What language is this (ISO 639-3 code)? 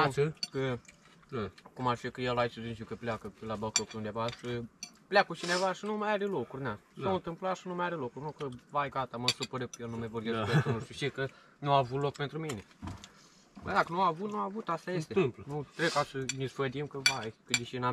ron